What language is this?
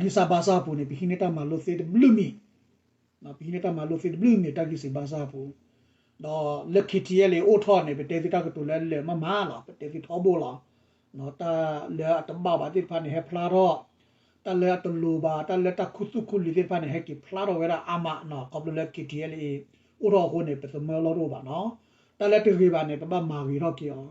S'gaw Karen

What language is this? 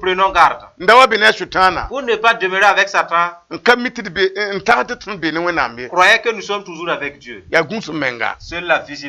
Mossi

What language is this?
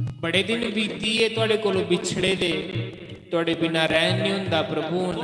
Dogri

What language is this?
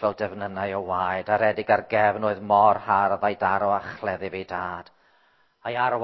Welsh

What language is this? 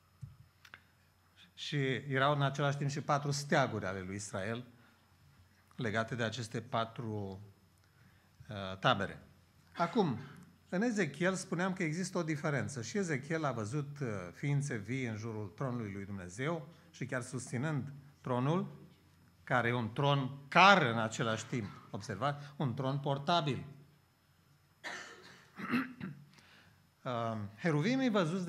Romanian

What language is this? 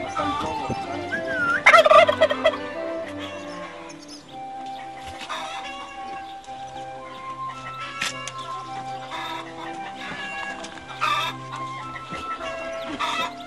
Bulgarian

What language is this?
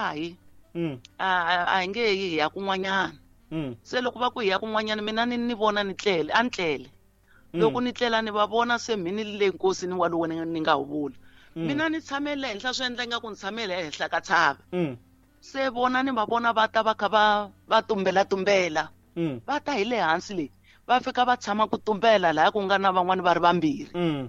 Tsonga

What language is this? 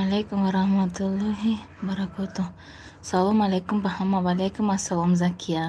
Tajik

